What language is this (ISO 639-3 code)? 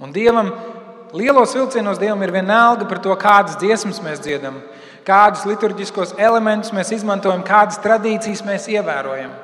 lav